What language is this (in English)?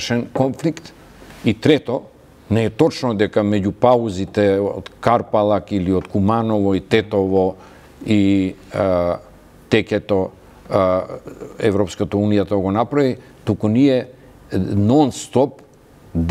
Macedonian